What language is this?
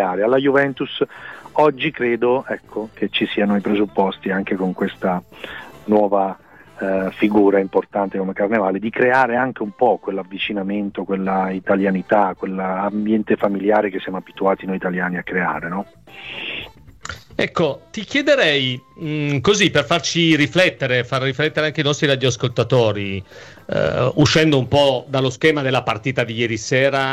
Italian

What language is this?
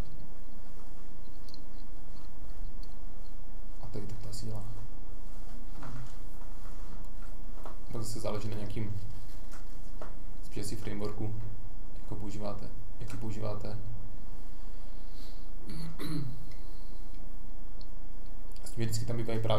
Czech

